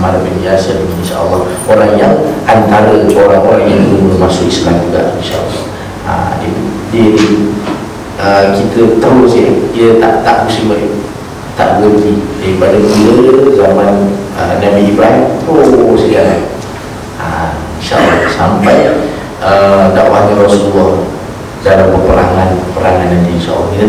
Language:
Malay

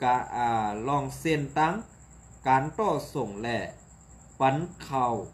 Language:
Shan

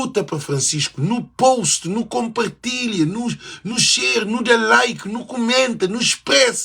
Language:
Kabuverdianu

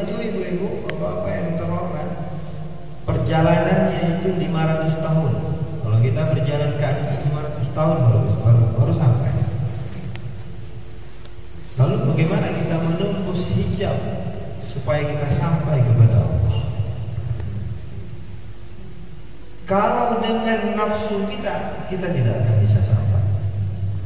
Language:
Indonesian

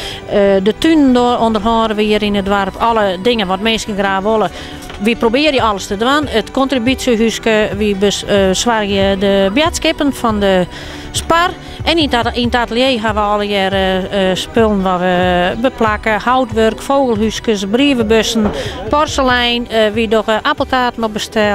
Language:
Western Frisian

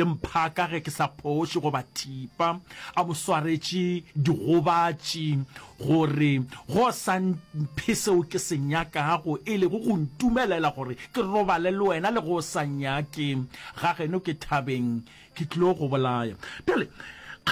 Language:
Northern Sotho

